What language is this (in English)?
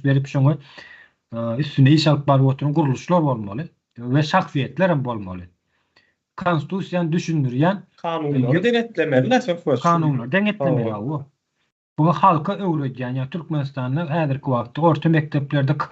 Turkmen